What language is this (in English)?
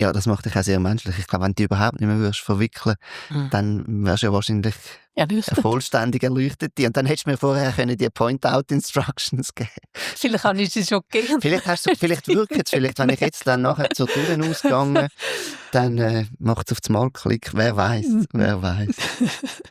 Swiss German